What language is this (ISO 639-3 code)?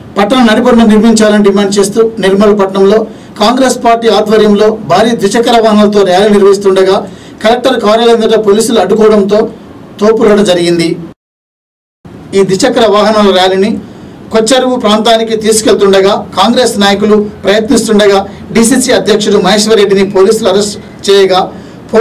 tel